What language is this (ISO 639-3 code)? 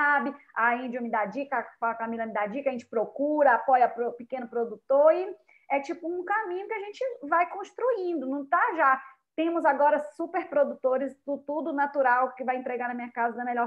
por